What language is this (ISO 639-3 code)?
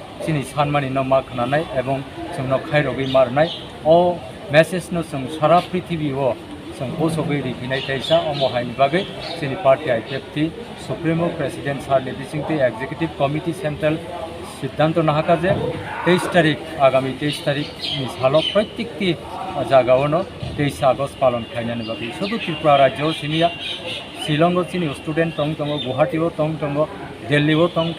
trp